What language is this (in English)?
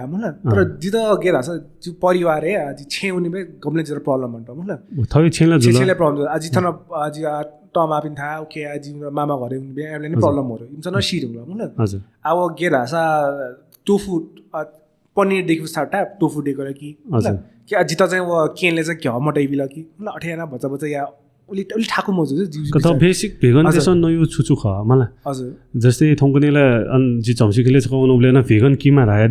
Newari